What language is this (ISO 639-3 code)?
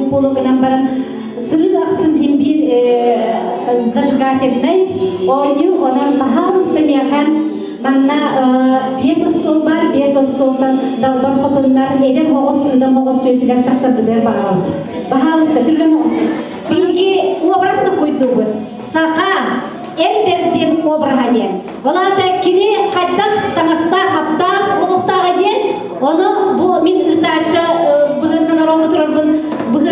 sah